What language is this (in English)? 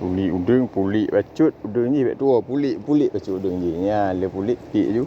Achinese